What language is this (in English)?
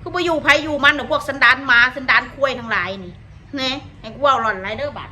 Northeastern Thai